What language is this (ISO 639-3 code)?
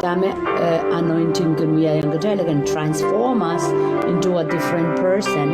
pon